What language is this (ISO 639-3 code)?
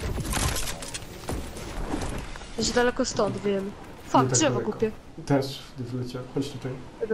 pol